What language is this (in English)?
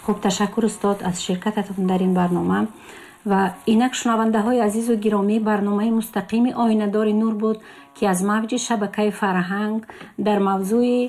Tajik